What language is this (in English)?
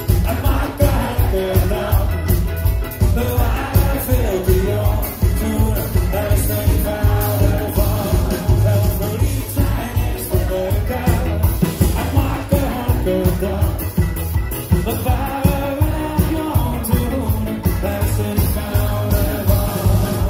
Dutch